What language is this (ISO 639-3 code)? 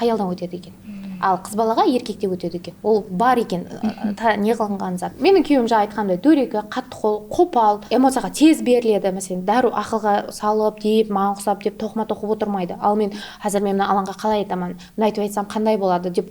kaa